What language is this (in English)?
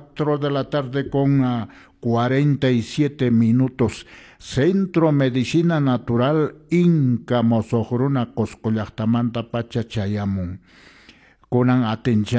Quechua